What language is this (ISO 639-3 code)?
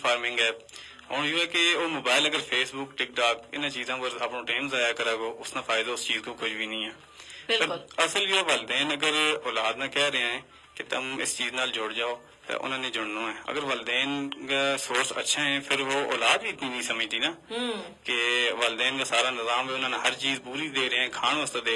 gju